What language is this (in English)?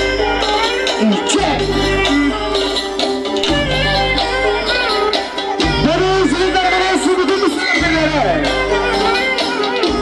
Turkish